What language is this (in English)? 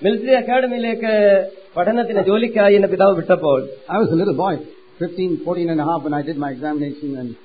Malayalam